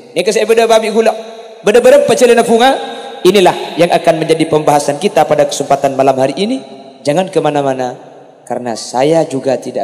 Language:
Madurese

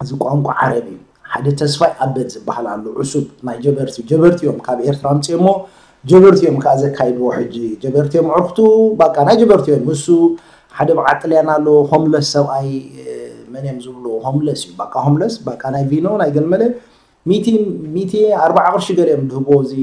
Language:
Tigrinya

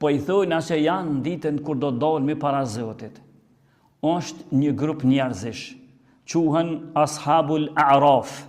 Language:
Albanian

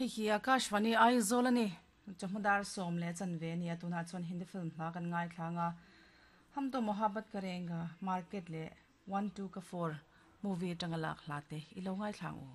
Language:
Mizo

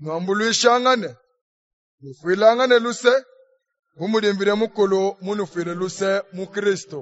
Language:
Luba-Lulua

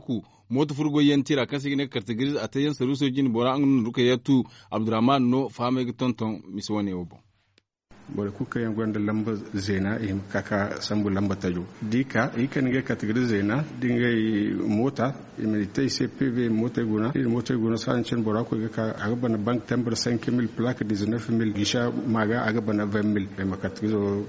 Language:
Zarma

